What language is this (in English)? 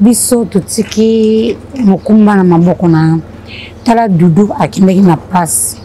Lingala